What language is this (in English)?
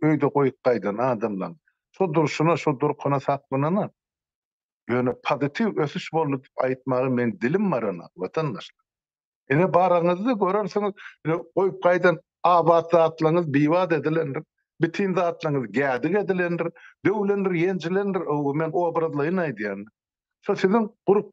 Turkmen